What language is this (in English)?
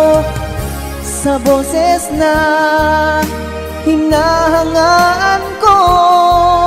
Filipino